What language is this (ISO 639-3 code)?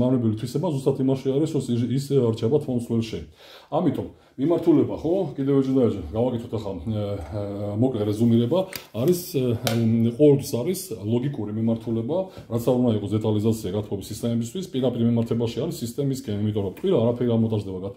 kat